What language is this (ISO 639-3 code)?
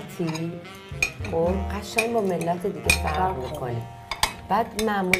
fas